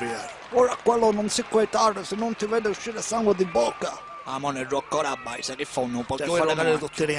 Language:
Sicilian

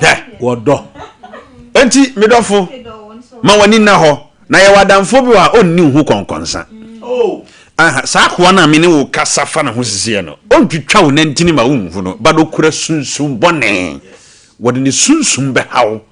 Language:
Akan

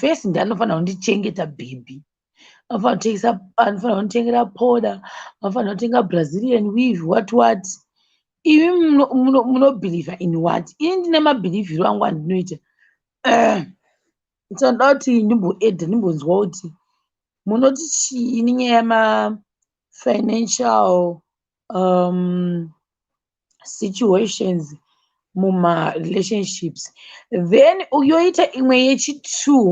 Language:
Shona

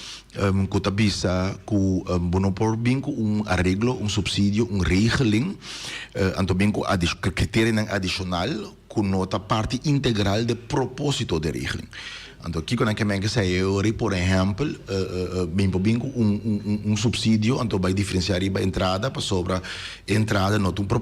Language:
Papiamento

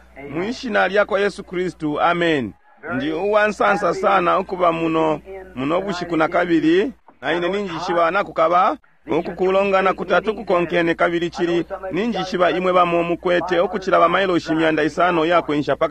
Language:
Bemba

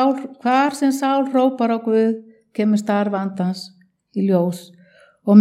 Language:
Icelandic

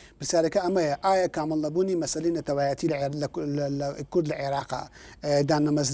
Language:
Central Kurdish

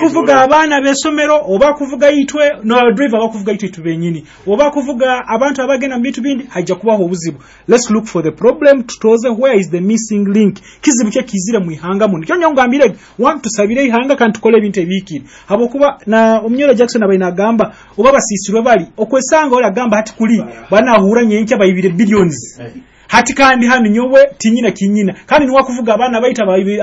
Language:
Nyoro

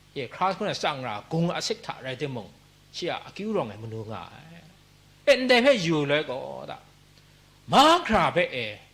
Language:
Kachin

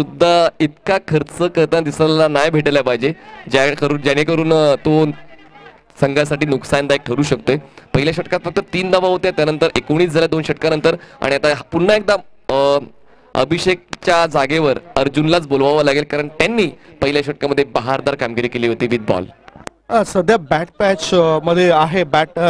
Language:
Marathi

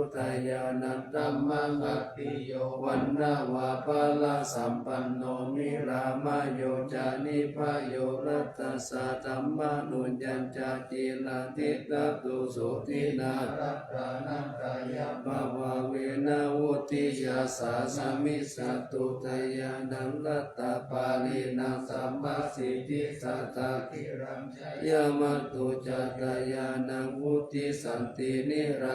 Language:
Pali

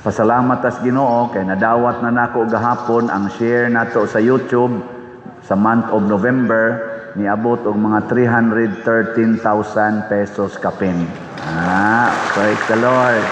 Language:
Cebuano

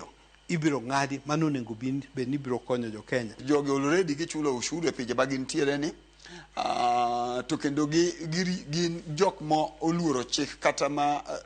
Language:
Luo (Kenya and Tanzania)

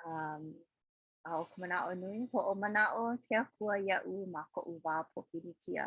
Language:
Hawaiian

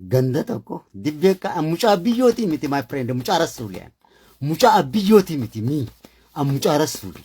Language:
Oromo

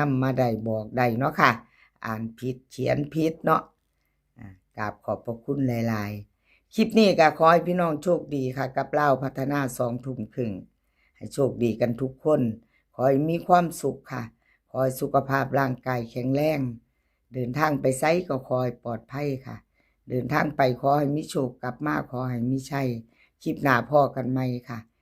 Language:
Northeastern Thai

